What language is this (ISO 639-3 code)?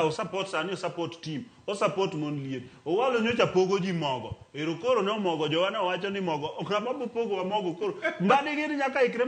luo